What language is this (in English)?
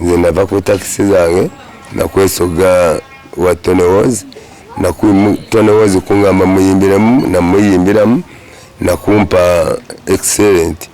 Ganda